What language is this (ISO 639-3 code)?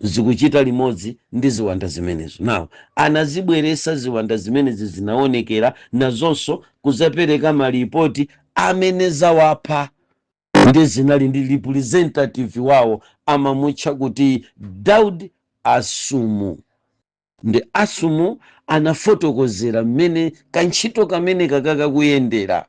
nya